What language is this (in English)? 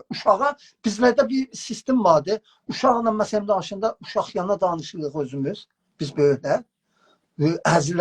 South Azerbaijani